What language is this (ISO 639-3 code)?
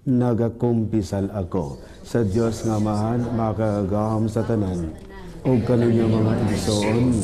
ceb